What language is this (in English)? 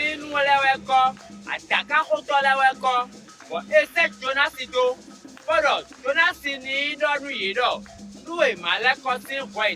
Fon